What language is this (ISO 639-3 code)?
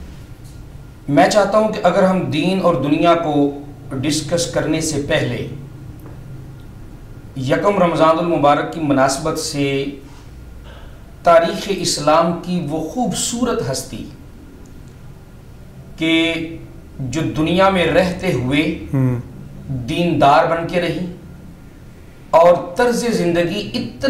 urd